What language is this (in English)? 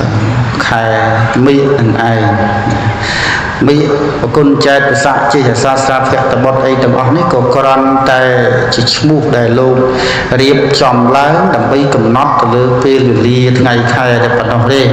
Khmer